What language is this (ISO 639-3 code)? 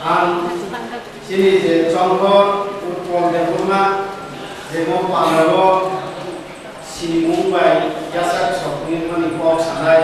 trp